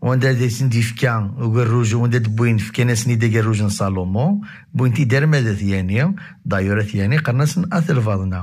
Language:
Kabyle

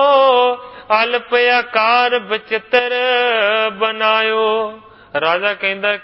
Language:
Punjabi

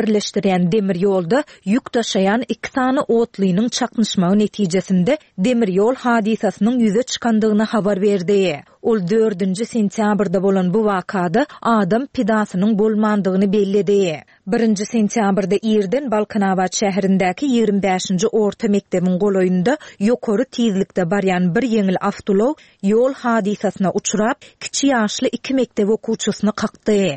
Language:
Turkmen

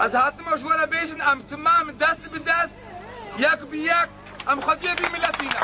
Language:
Kurdish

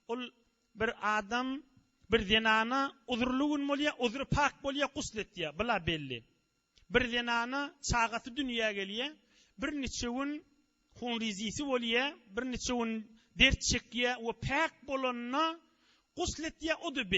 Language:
Turkmen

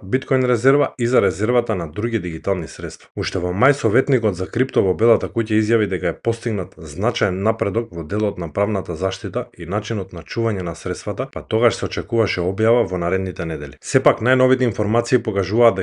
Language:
Macedonian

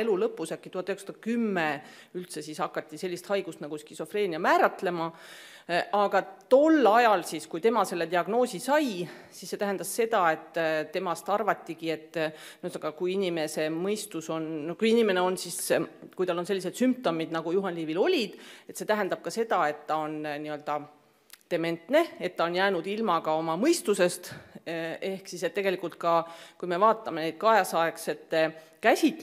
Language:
Estonian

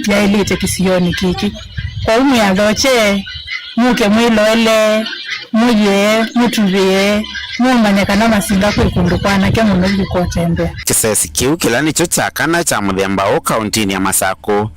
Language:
Kamba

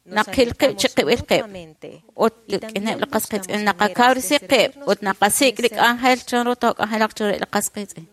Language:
Kekchí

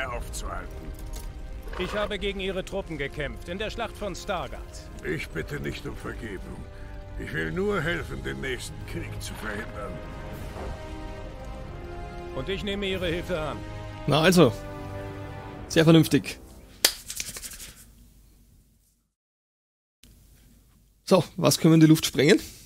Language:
German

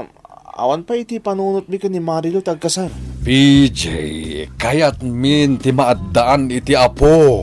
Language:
Iloko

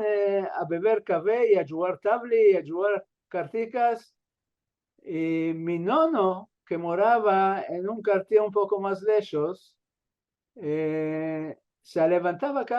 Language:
Ladino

